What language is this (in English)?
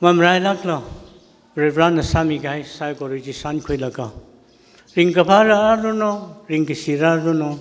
Tangkhul Naga (India)